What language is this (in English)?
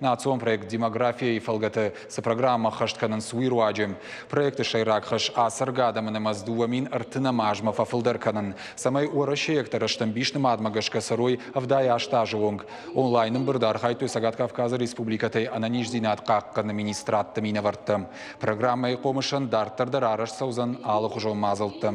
Ossetic